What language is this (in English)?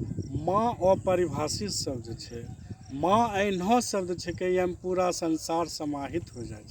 Angika